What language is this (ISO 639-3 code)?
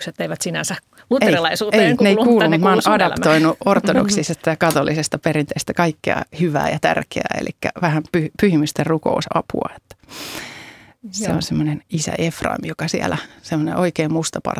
fin